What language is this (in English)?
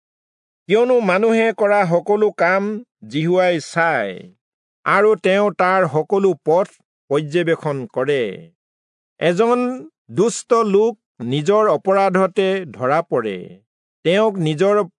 Assamese